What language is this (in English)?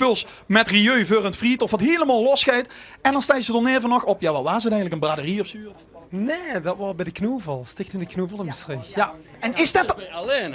Limburgish